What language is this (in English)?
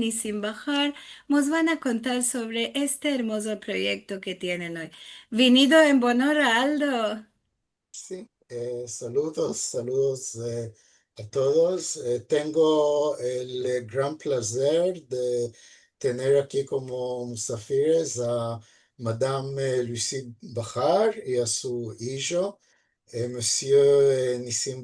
Ladino